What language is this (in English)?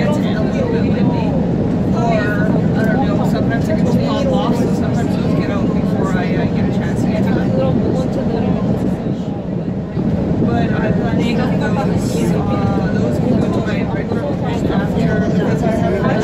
Korean